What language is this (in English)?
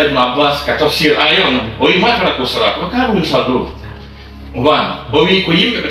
Fula